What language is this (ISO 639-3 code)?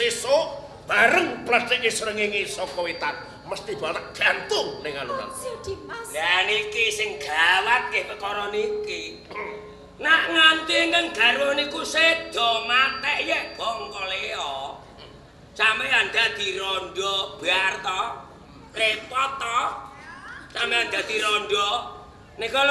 jav